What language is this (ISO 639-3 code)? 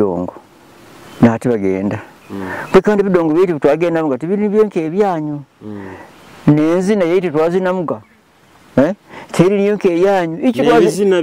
nyo